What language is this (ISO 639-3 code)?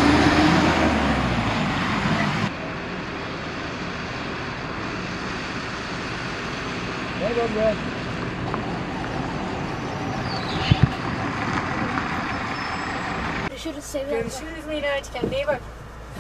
tur